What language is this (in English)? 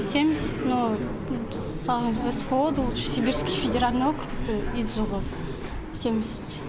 Khakas